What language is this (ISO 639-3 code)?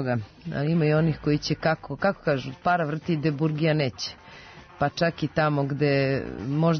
srp